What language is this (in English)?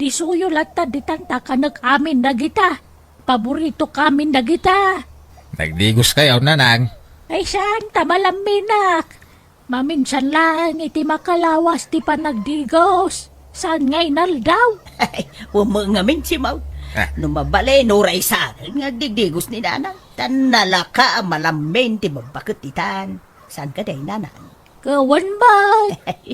Iloko